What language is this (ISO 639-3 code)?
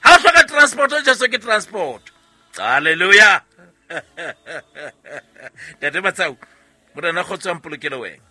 sot